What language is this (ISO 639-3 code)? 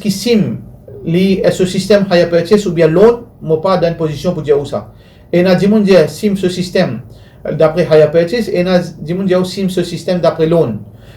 mfe